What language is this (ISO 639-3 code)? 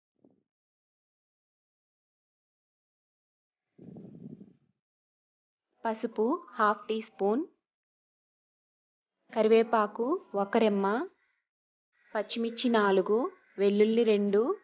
tel